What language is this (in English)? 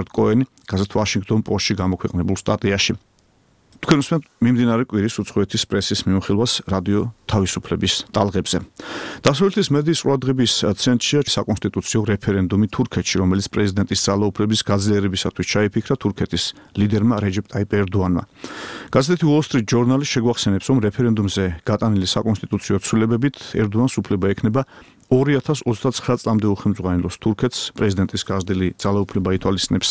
Georgian